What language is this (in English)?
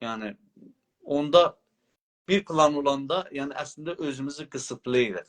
South Azerbaijani